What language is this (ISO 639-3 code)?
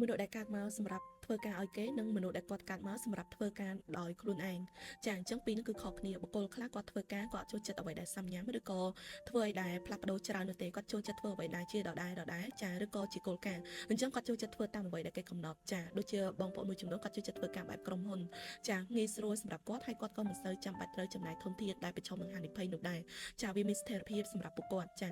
khm